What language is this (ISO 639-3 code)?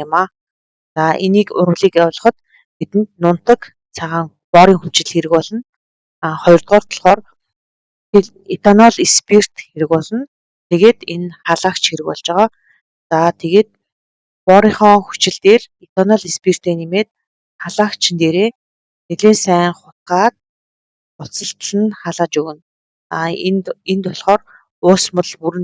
mon